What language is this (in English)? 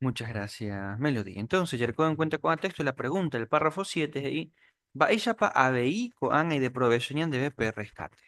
Guarani